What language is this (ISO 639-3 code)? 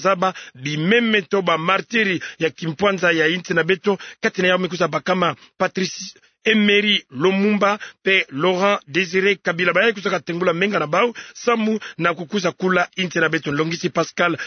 ktu